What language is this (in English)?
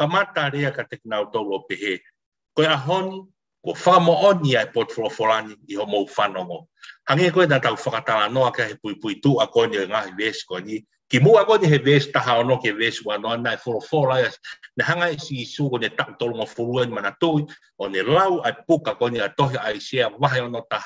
Tongan